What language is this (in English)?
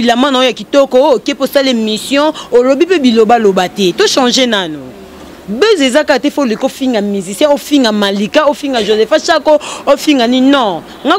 Lingala